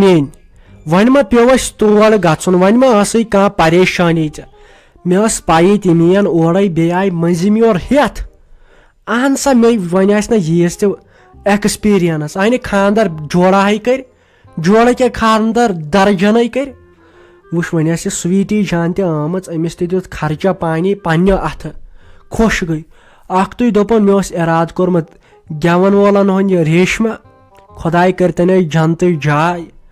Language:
Kashmiri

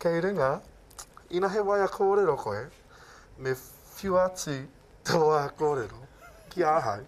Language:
Māori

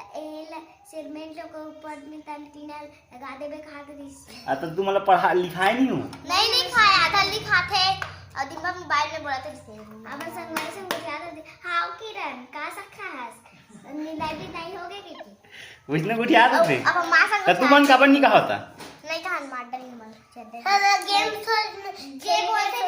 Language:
Chhattisgarhi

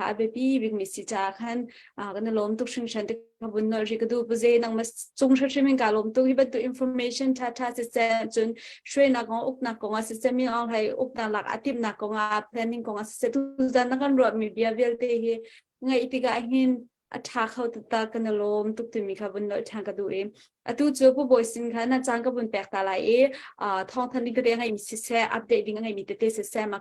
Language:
Hakha Chin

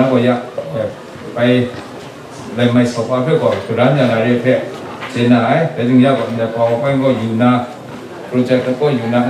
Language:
Kachin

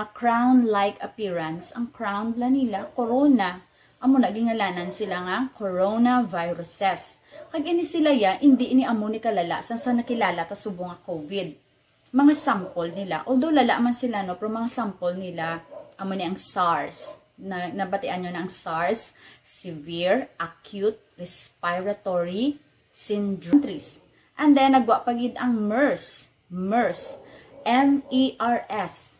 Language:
Hiligaynon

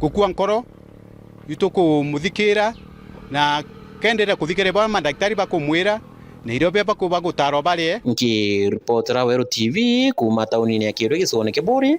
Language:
Meru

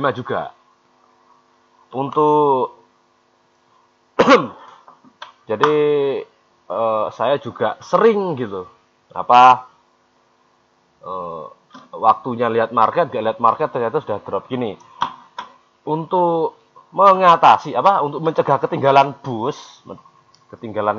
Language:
Indonesian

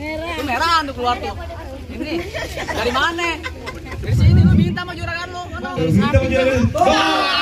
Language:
Betawi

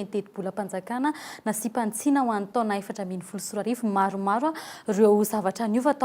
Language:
Malagasy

